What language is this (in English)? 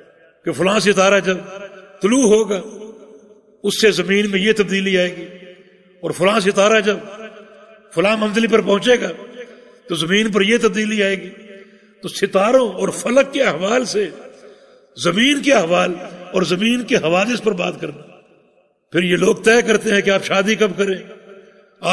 Urdu